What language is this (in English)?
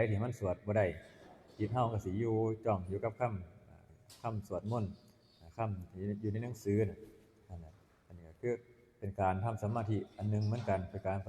Northeastern Thai